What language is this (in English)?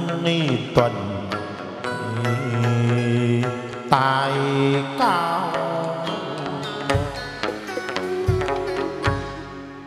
Vietnamese